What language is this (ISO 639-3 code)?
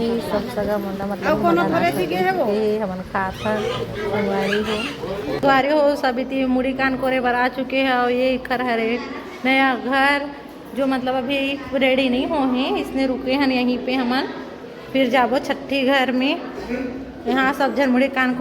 hne